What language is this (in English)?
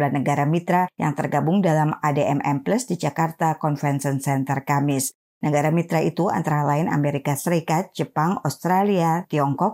Indonesian